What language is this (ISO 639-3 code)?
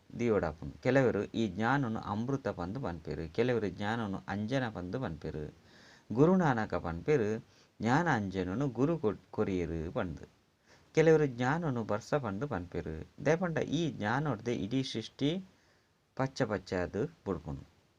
tcy